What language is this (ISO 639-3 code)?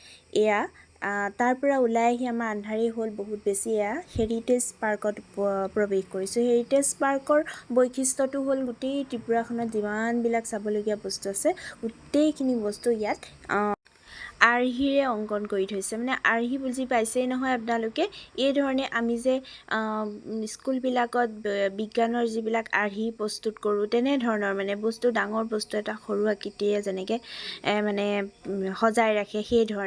asm